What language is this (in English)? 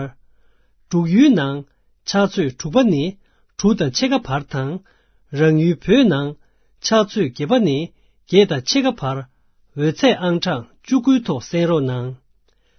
Tibetan